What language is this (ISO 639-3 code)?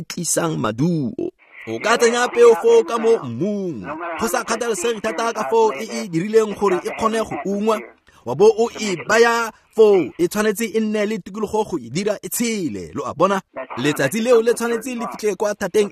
tsn